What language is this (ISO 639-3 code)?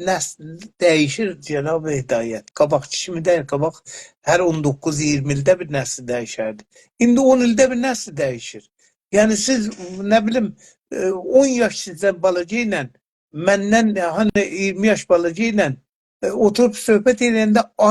azb